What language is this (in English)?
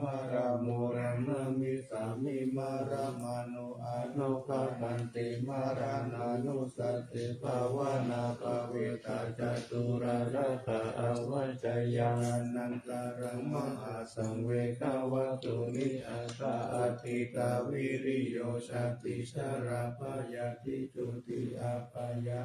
Pali